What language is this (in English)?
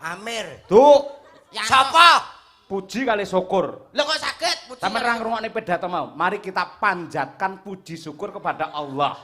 Javanese